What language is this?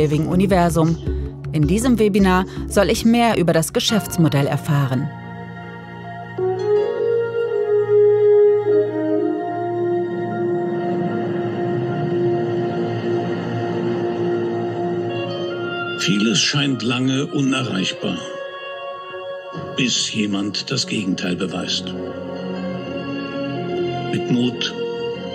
German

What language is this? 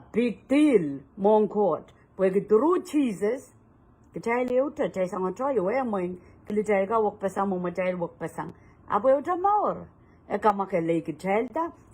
Pohnpeian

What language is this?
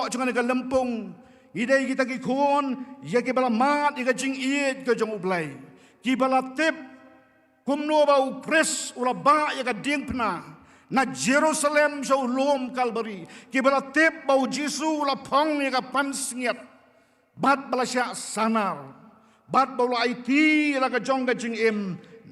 Khasi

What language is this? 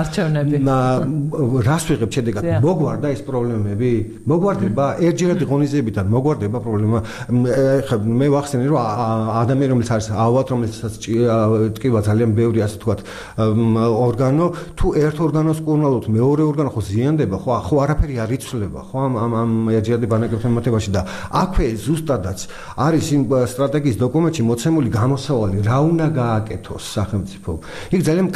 Georgian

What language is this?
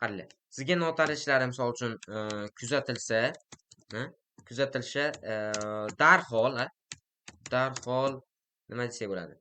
Uzbek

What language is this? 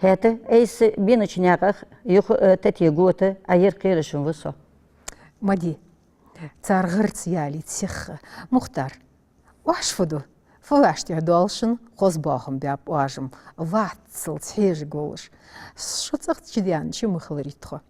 Ingush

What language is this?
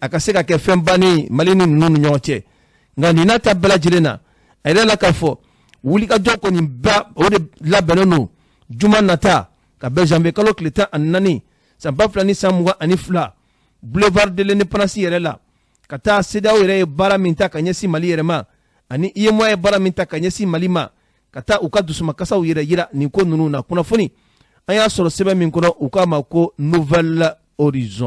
Bambara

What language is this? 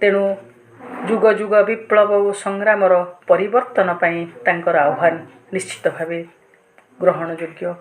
Odia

